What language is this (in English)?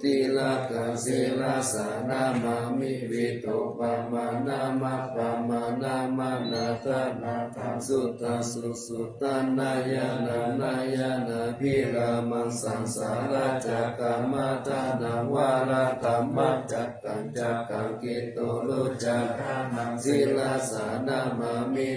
Pali